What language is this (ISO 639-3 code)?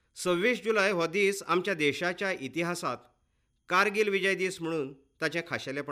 kok